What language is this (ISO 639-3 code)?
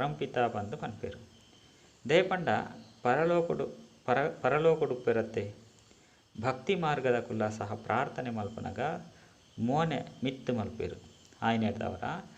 tcy